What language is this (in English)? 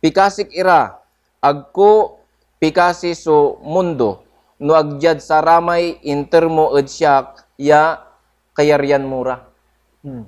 Pangasinan